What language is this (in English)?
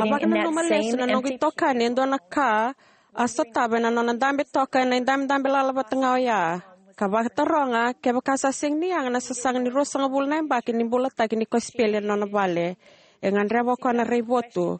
Fijian